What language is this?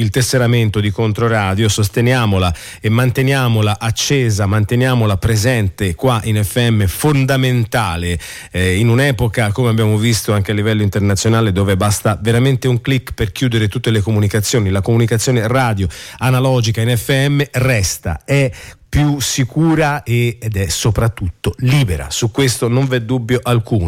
Italian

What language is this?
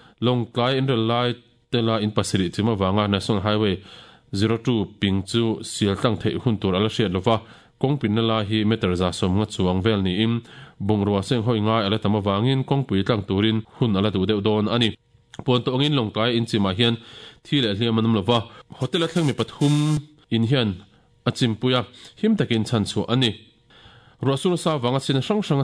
Mizo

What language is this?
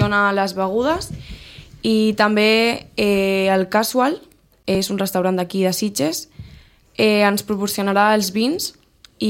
Catalan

